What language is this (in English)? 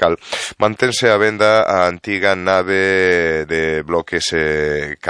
Galician